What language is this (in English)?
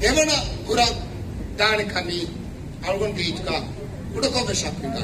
Divehi